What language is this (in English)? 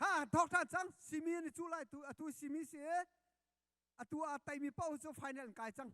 Hakha Chin